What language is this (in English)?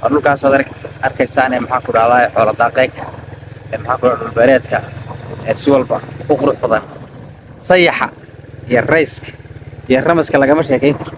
Somali